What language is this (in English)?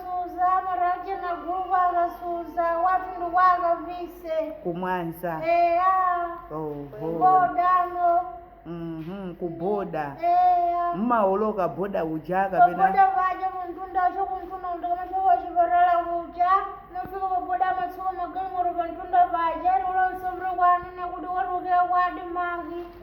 Nyanja